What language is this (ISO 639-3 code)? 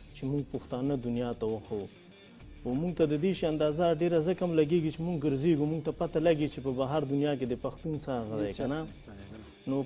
pus